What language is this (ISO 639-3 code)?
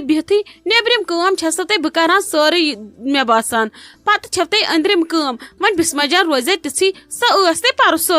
kas